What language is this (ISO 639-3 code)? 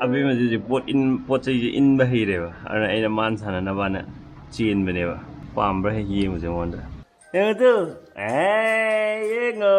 mni